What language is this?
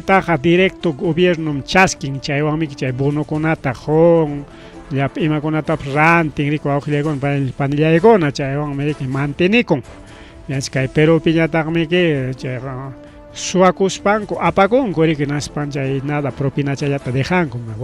Ayacucho Quechua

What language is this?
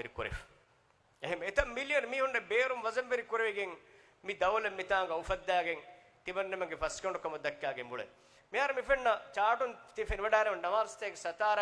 Divehi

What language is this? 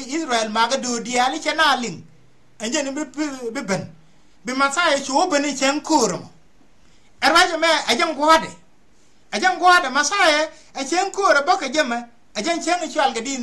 Nuer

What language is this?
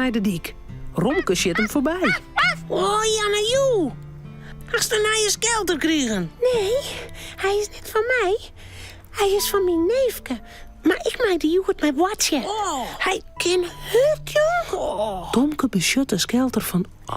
Western Frisian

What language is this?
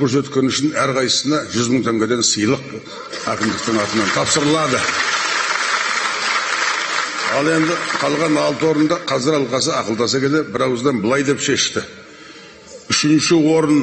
Kazakh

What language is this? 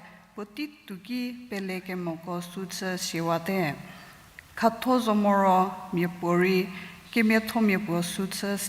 Angami Naga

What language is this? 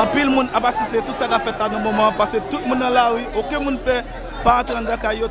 Haitian Creole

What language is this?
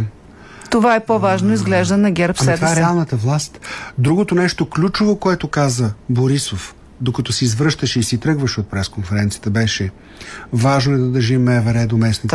Bulgarian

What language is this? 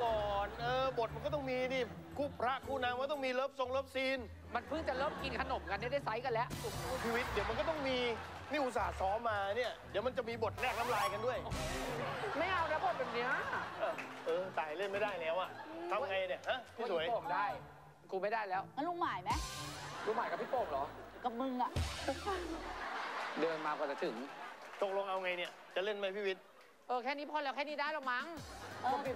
Thai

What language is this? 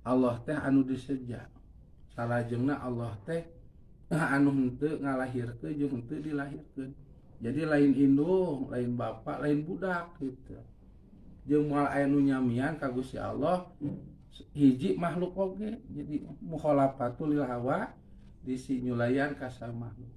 Sundanese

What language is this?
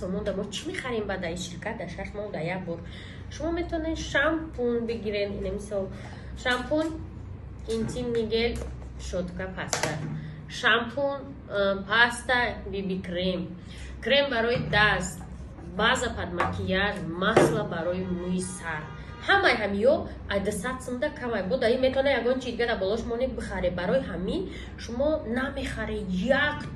Tajik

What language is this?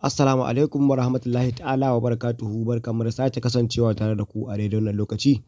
Hausa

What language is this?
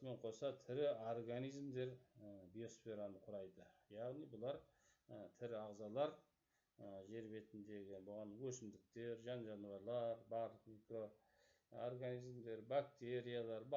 Kazakh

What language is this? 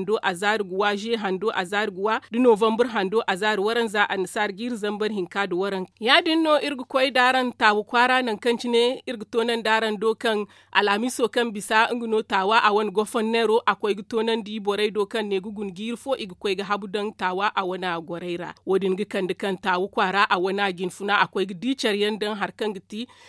Zarma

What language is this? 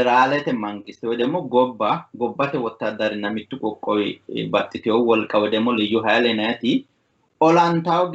Sidamo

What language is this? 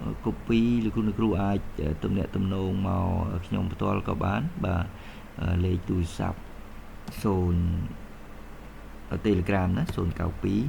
Khmer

